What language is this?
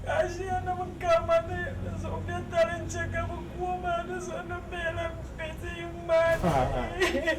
Dagbani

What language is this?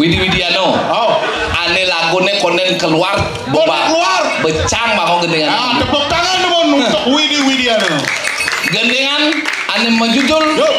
Balinese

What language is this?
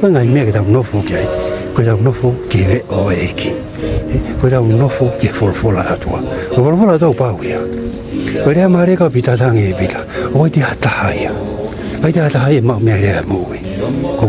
Tongan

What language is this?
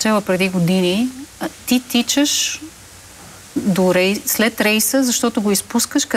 Bulgarian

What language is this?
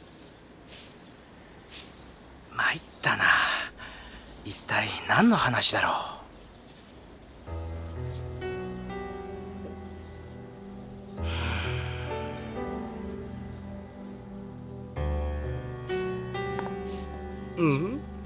Japanese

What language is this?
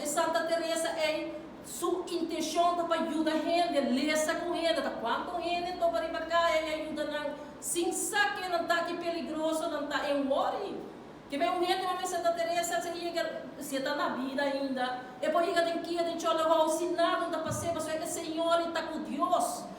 Papiamento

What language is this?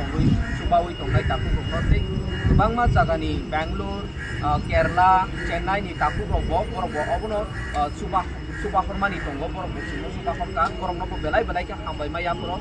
Riang (India)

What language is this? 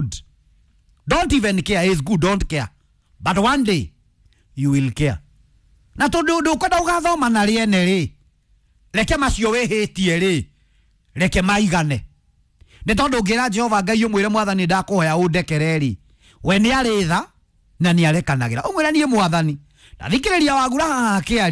Kikuyu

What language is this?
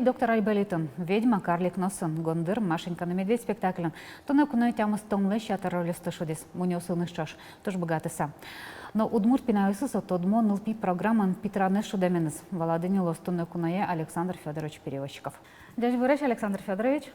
Udmurt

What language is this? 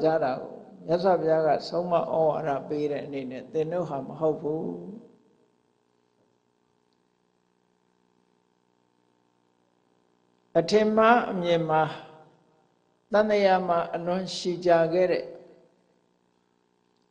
Burmese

